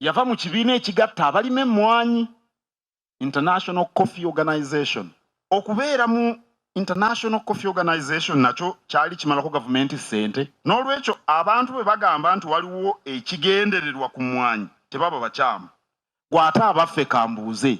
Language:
Soga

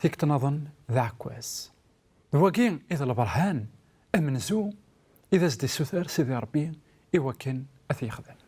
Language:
Kabyle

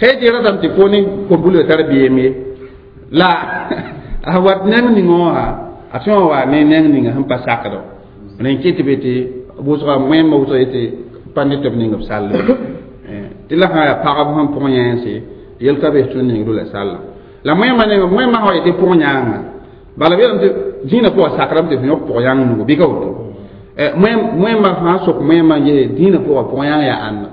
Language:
Mossi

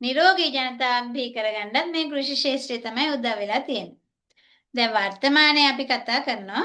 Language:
Sinhala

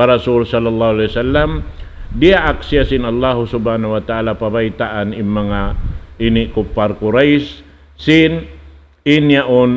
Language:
Tausug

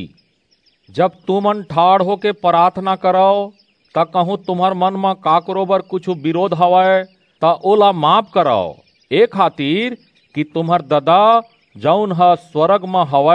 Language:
Chhattisgarhi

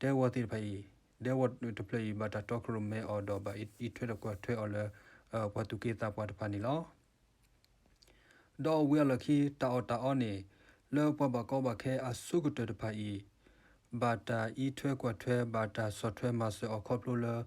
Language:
S'gaw Karen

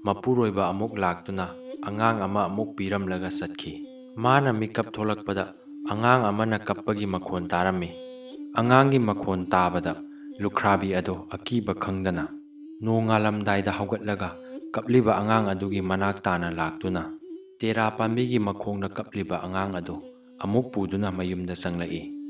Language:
Manipuri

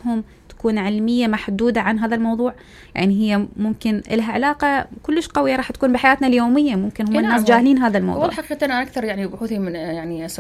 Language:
Mesopotamian Arabic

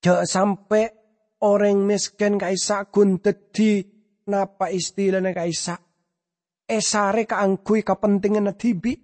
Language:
Madurese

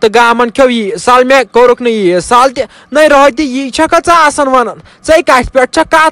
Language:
Kashmiri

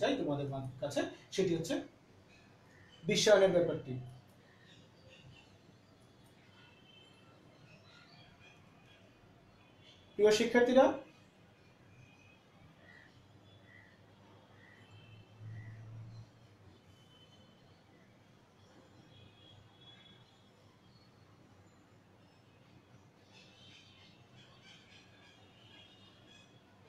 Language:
Bangla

